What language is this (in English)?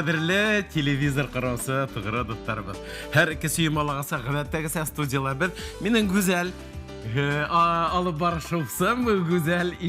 Bashkir